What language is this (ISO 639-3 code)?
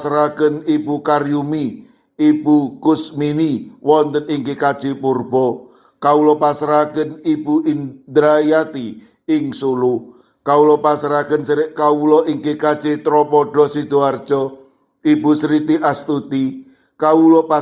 jav